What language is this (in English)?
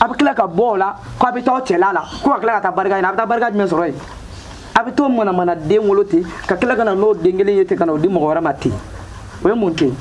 Bambara